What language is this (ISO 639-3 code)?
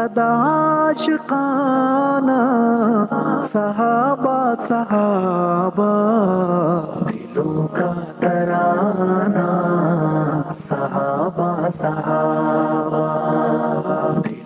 urd